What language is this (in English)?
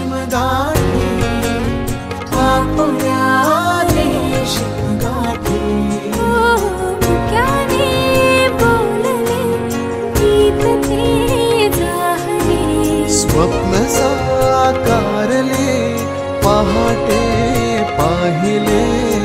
Marathi